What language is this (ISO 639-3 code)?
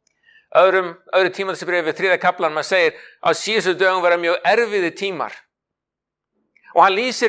isl